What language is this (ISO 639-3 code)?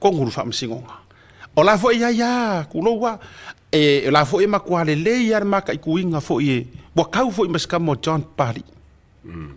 smo